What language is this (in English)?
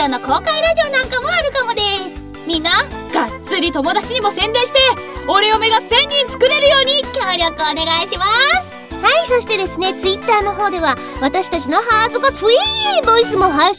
Japanese